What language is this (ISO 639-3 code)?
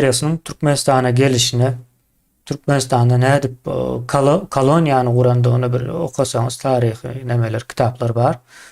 tuk